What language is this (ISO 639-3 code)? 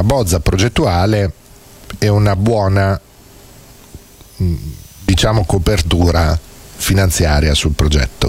ita